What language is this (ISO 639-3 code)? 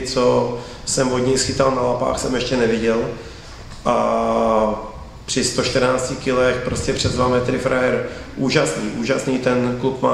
ces